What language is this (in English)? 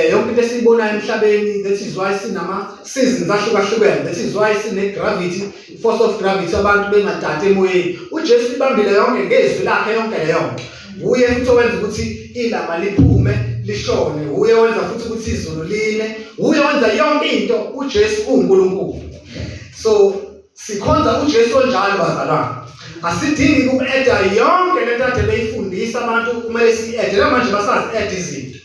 Zulu